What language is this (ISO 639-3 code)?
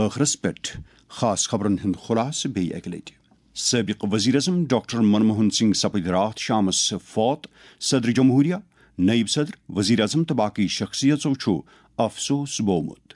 kas